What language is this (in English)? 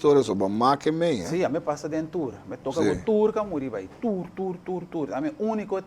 Papiamento